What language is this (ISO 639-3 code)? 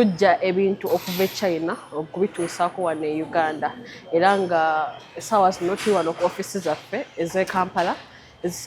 lug